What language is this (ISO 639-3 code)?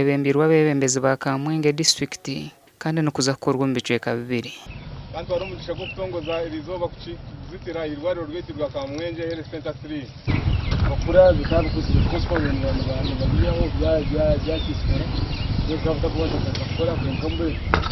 nyn